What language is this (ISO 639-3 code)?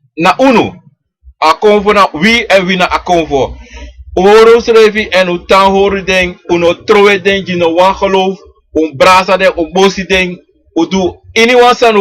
srn